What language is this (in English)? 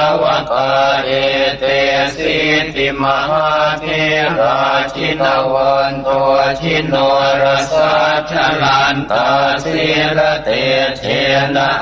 Pali